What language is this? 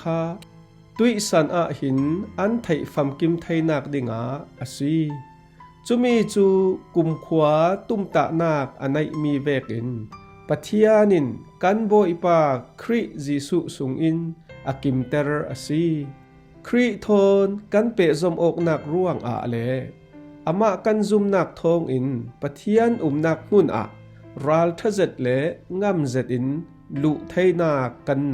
Falam Chin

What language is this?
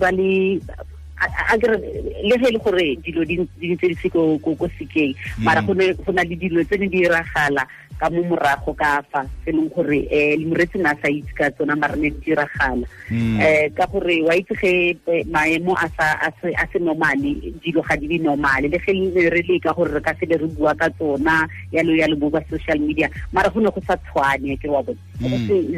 Tswana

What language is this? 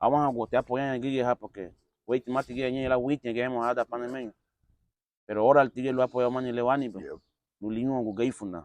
Garifuna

